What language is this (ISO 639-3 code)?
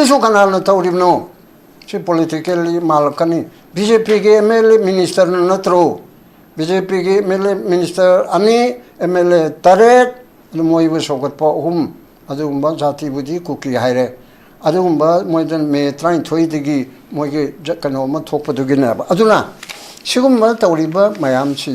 mni